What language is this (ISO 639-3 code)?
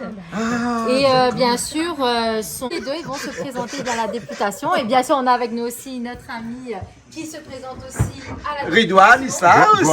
rcf